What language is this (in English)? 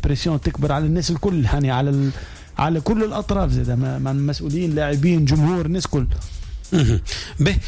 Tunisian Arabic